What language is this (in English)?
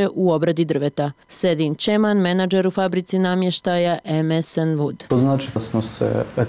Bosnian